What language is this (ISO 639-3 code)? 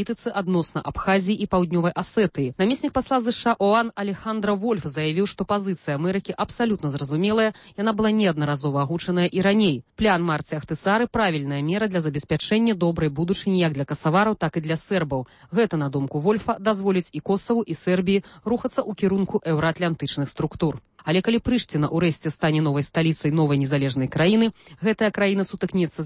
bel